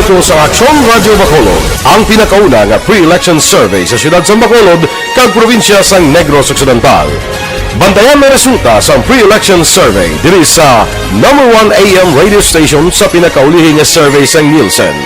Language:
Hiligaynon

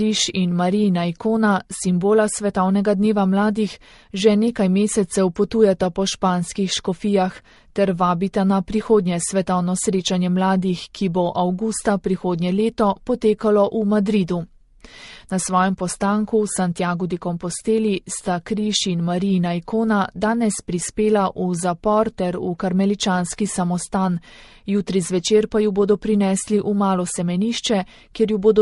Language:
Slovenian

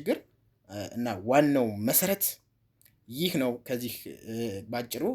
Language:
Amharic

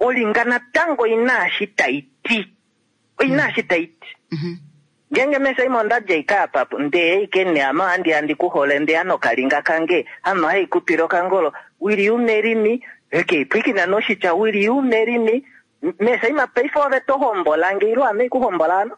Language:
Kuanyama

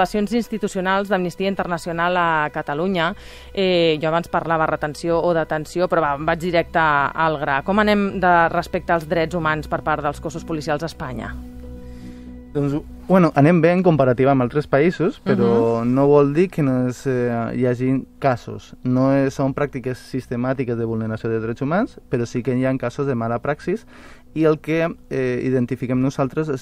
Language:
Catalan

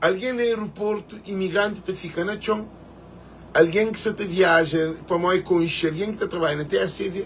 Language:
Kabuverdianu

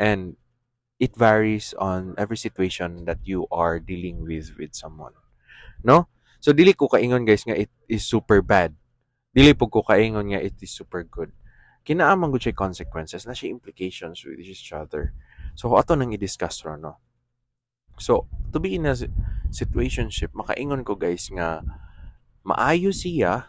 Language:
Cebuano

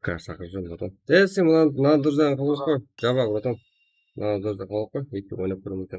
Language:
Kara-Kalpak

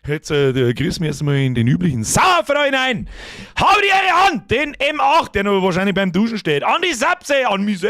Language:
Bavarian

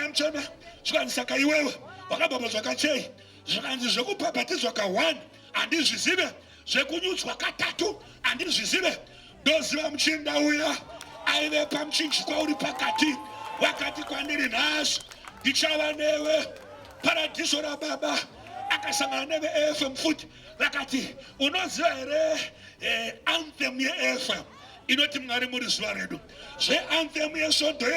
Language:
Shona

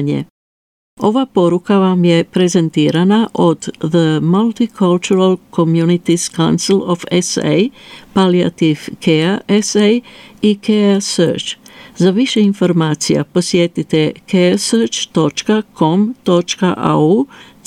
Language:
Croatian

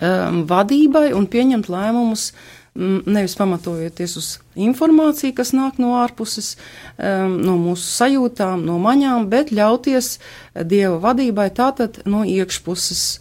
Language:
Latvian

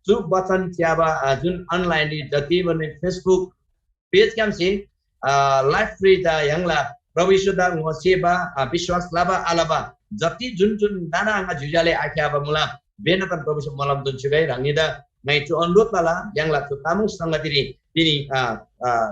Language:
Eastern Tamang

